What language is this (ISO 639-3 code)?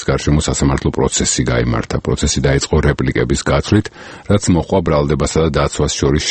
kat